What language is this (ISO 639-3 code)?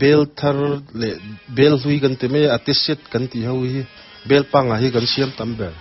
lus